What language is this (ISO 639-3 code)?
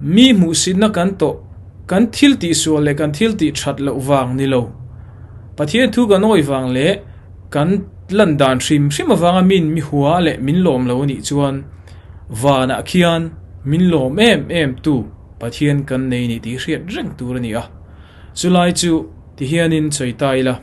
lus